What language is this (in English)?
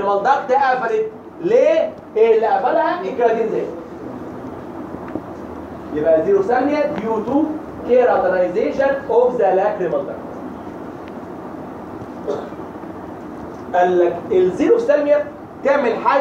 Egyptian Arabic